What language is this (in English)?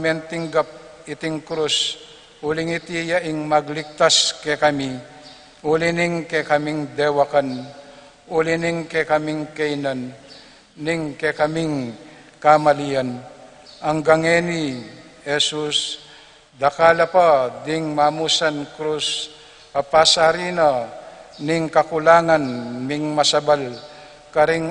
Pampanga